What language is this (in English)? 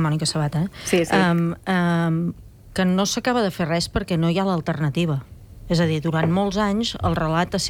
Catalan